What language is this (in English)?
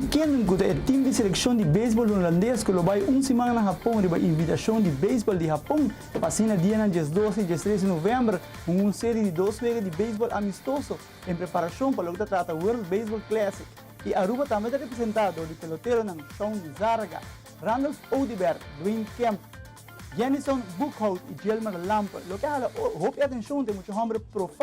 Papiamento